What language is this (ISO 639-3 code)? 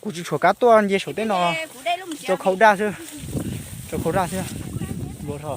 hmn